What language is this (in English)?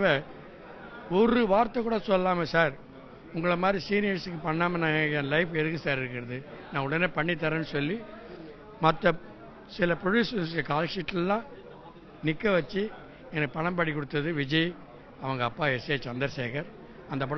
Tamil